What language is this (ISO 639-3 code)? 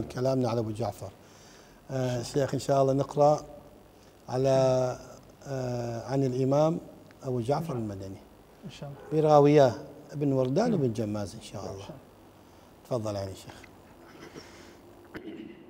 ara